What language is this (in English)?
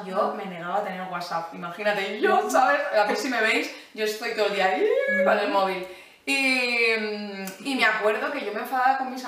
Spanish